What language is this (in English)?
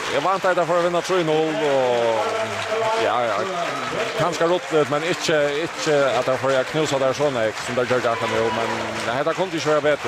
Faroese